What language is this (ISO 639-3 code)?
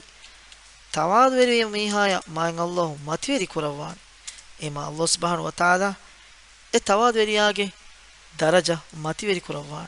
div